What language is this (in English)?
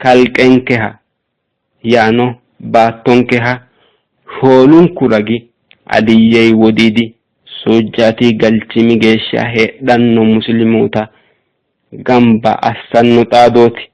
Sidamo